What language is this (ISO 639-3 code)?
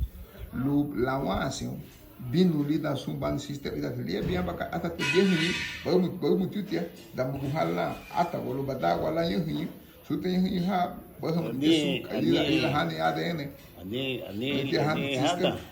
cab